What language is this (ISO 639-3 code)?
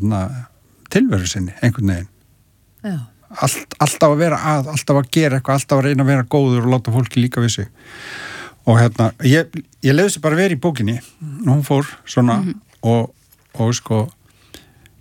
isl